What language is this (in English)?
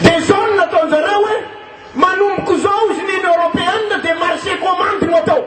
Malagasy